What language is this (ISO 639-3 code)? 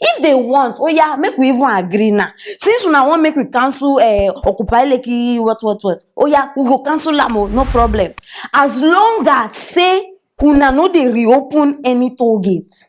pcm